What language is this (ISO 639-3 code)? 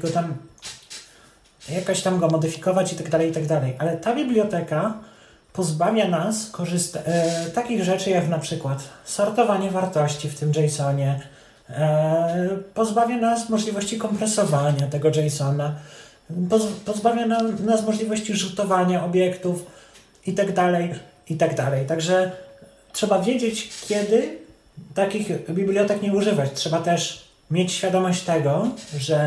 pol